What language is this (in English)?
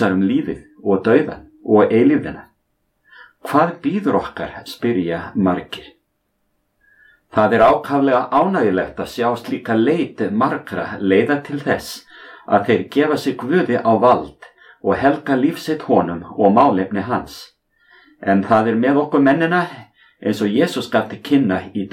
Icelandic